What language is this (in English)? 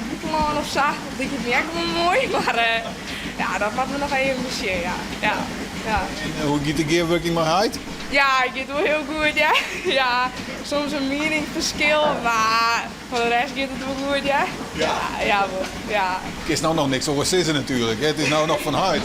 Western Frisian